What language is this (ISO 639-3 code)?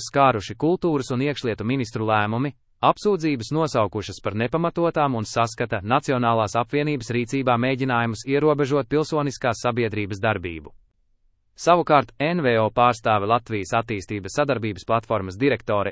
lav